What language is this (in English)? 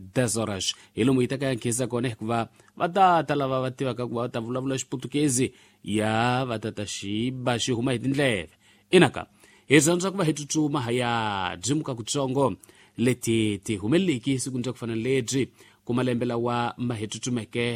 Tsonga